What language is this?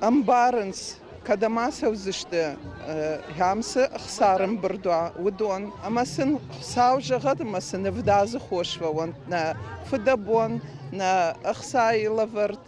Ossetic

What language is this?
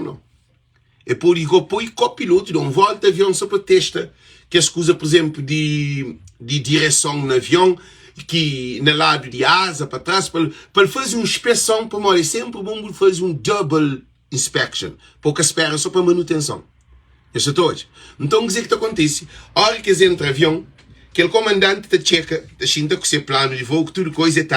Kabuverdianu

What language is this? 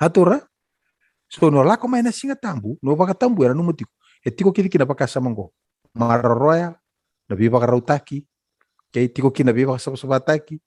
Fijian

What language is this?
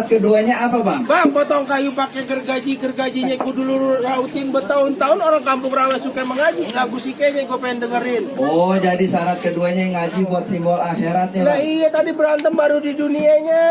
Betawi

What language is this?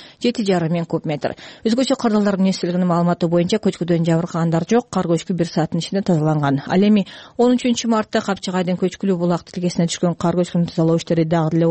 Kyrgyz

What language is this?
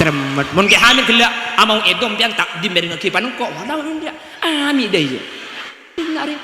Madurese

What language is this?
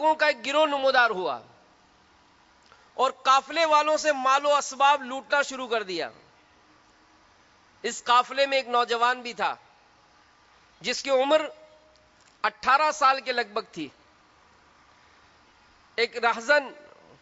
Urdu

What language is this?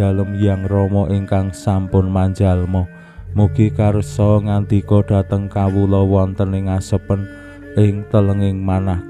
Javanese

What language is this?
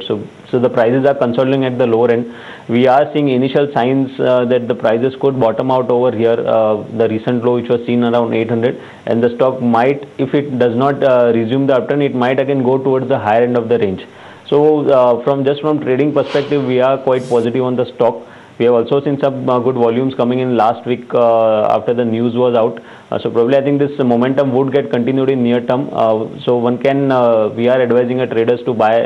English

